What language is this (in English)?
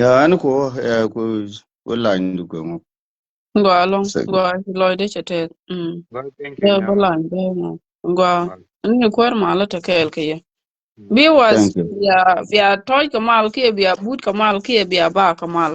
Nuer